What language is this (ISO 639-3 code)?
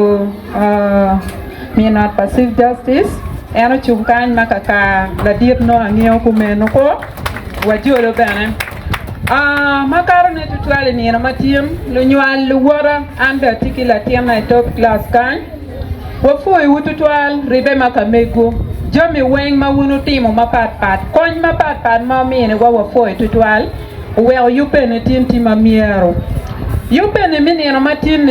ach